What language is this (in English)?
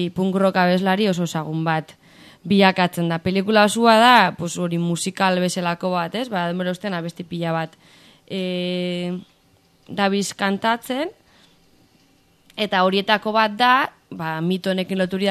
Basque